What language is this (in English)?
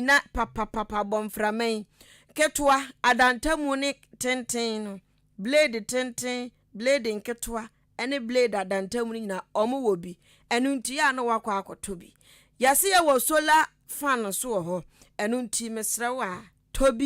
Akan